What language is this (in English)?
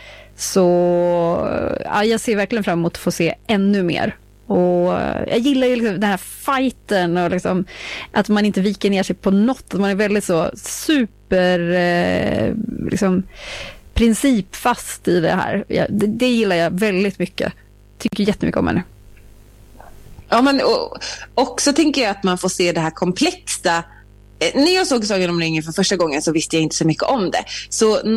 Swedish